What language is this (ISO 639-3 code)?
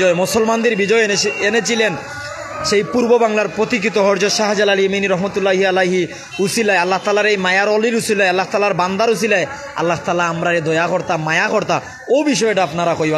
syl